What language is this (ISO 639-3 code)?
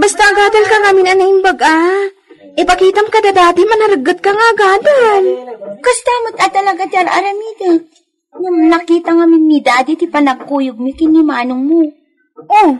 ilo